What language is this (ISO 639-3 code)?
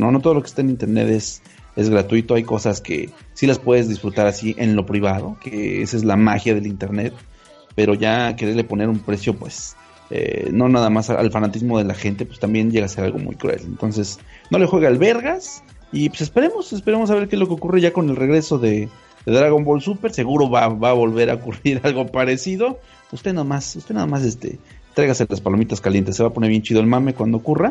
spa